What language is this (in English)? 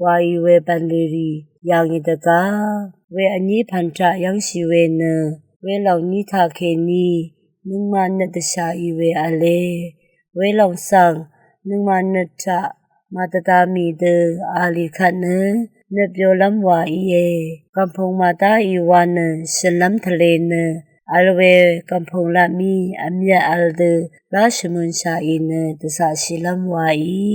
Rawang